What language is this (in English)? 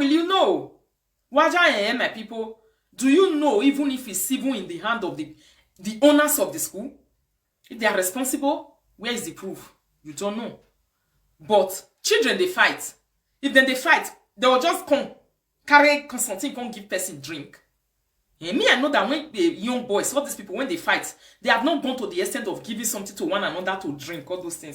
Nigerian Pidgin